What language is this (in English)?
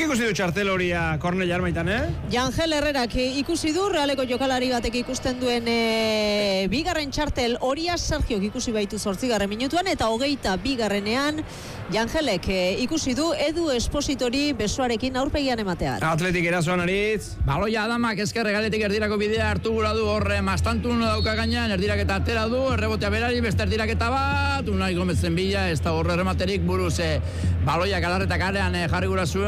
Basque